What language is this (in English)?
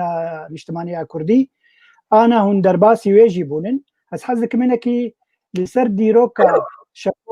Kurdish